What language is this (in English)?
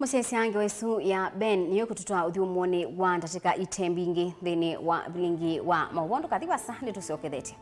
Kamba